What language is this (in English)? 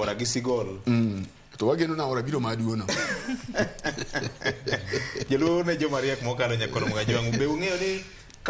Luo (Kenya and Tanzania)